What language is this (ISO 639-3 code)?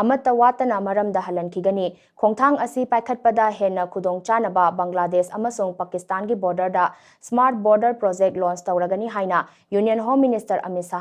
mni